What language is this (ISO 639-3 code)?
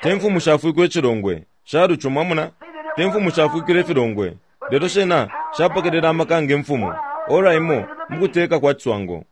bem